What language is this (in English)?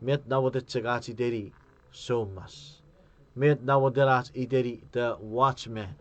Chuukese